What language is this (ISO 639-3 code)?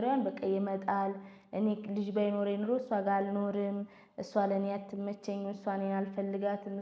amh